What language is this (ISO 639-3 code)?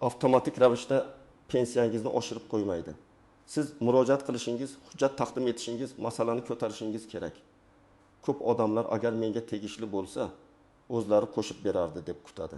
uzb